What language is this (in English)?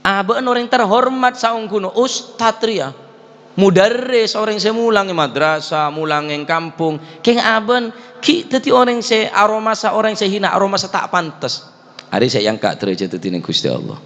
Madurese